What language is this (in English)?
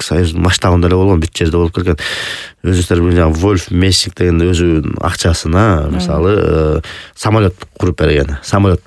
Kyrgyz